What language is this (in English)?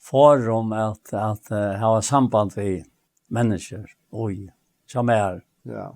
Faroese